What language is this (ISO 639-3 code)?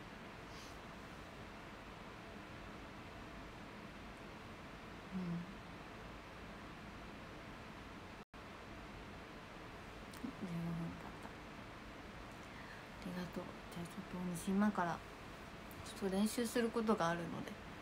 jpn